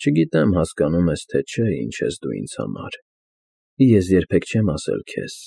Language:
Armenian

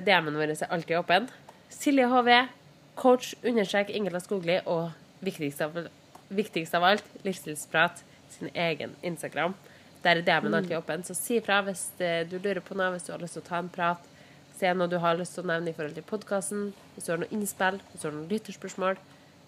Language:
Norwegian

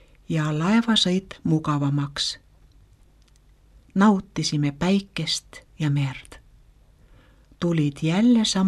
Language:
Estonian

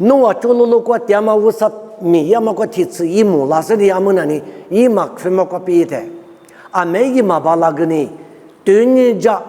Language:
Lisu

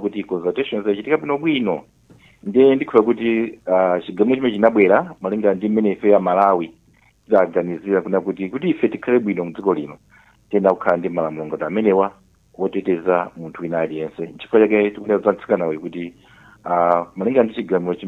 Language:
Nyanja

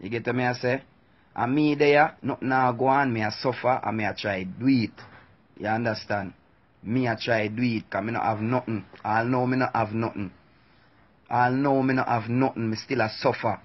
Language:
Jamaican Creole English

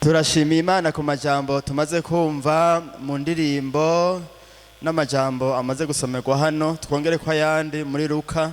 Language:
Rundi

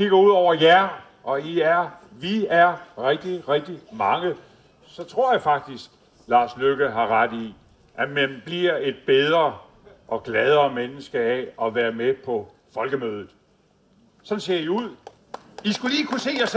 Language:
Danish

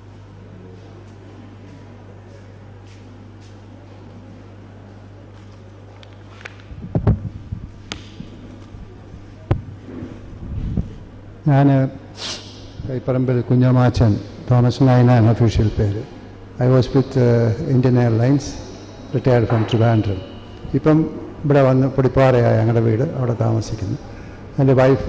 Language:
Malayalam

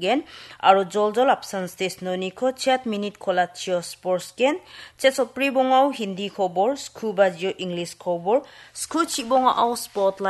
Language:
Garo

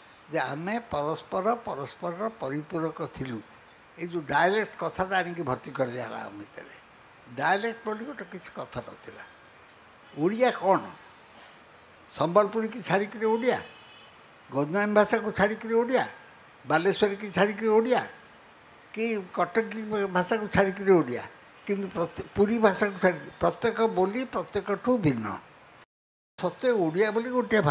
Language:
Odia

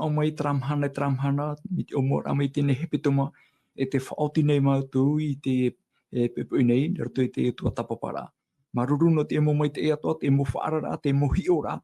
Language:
Tahitian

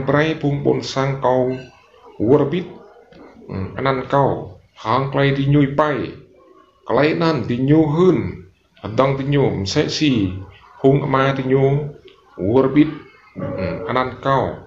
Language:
Rade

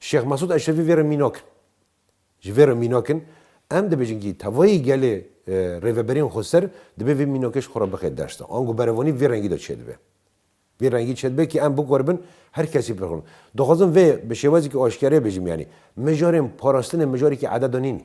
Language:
Kurdish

